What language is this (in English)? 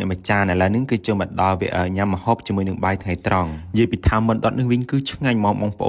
Khmer